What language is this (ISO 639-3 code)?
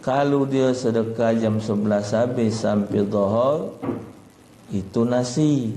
mui